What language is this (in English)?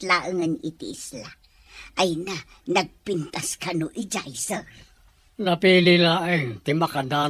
Iloko